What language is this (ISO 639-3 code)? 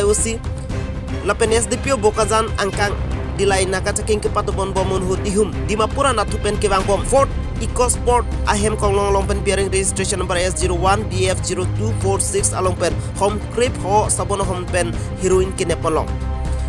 mjw